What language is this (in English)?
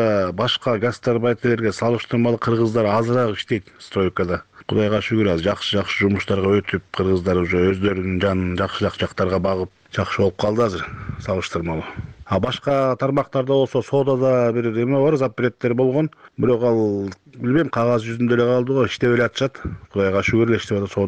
Kyrgyz